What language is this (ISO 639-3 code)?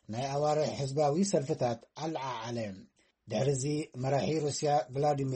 tir